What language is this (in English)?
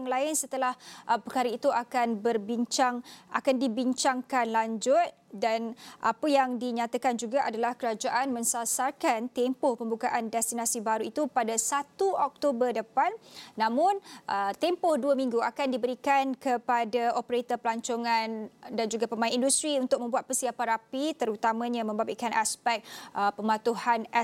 Malay